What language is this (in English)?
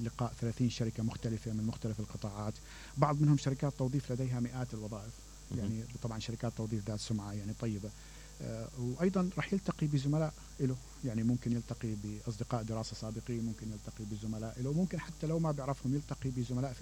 Mesopotamian Arabic